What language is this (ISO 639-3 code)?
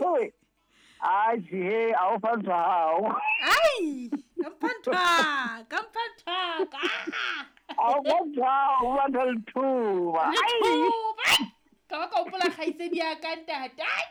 sot